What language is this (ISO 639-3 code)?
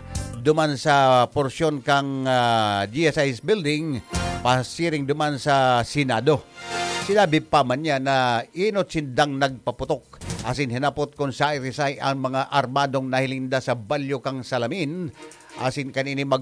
bik